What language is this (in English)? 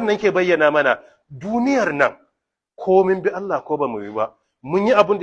Hausa